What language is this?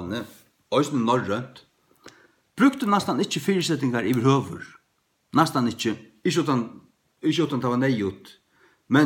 Faroese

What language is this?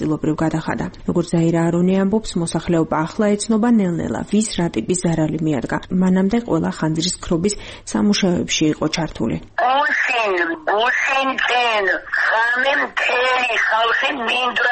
Georgian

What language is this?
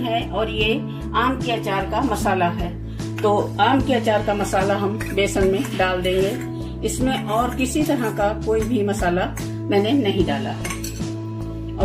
Hindi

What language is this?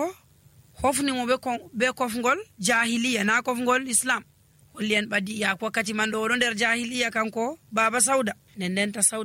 Nigerian Fulfulde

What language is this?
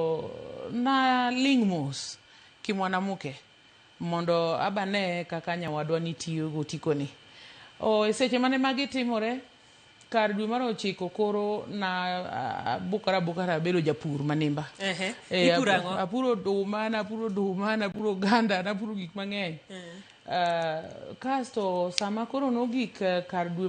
Luo (Kenya and Tanzania)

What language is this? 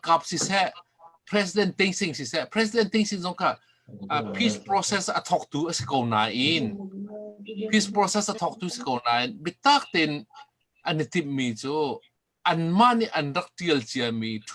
Hakha Chin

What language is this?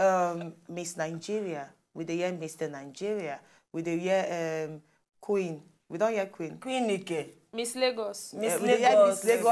Nigerian Pidgin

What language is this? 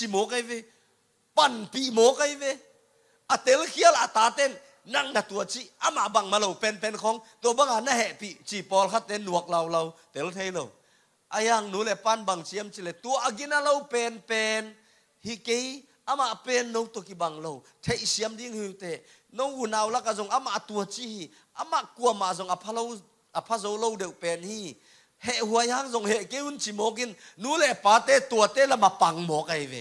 Tedim Chin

